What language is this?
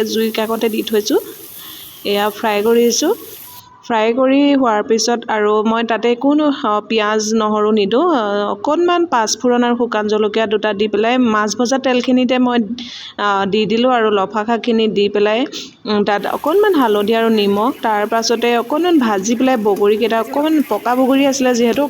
Assamese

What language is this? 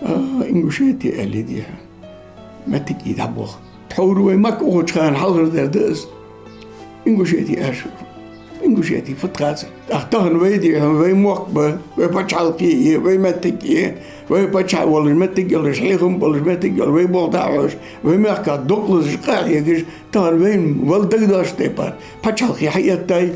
Ingush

